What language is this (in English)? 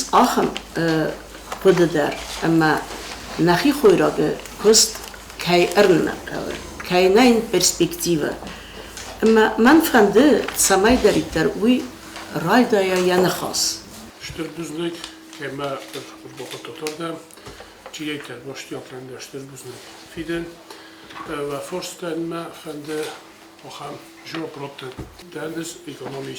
Ossetic